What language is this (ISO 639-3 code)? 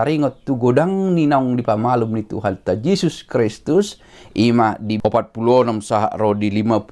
bbc